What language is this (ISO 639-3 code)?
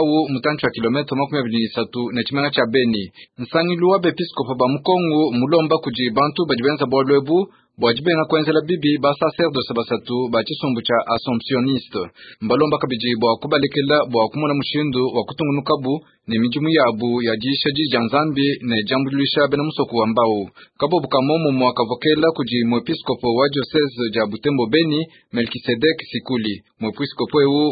lua